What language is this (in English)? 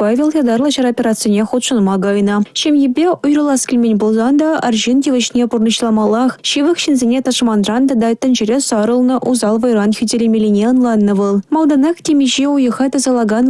Chuvash